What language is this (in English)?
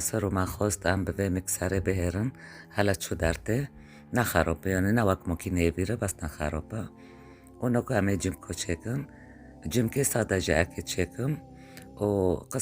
Kurdish